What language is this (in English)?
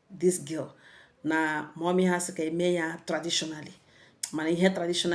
Igbo